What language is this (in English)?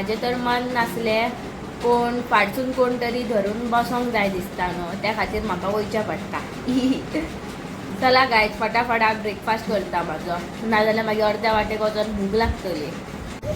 Konkani